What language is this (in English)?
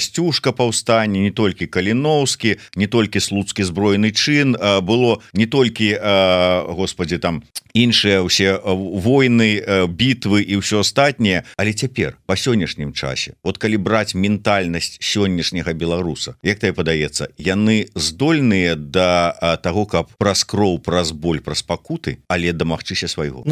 Belarusian